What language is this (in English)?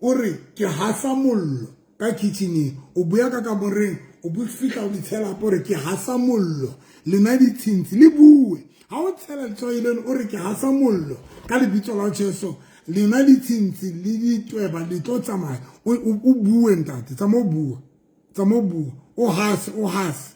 Southern Sotho